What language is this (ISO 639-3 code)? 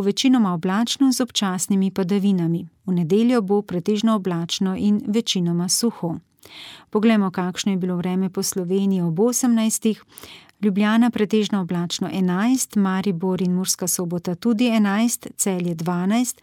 slv